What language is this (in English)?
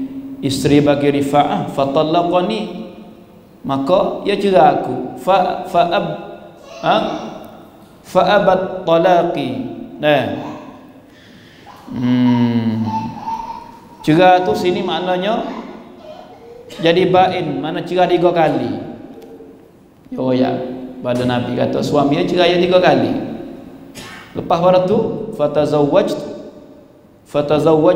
Malay